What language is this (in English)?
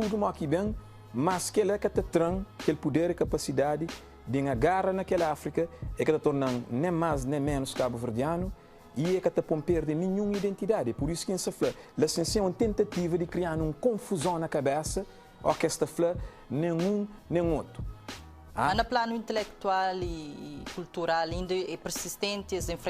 Kabuverdianu